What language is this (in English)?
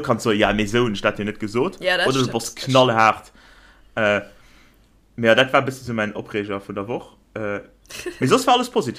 Luxembourgish